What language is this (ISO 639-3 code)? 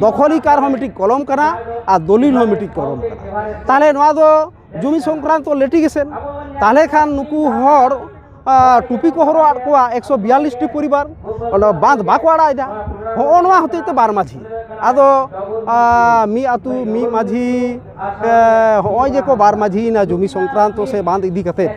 sat